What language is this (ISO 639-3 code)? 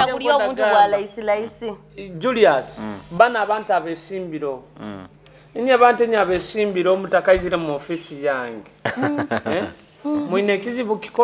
nyo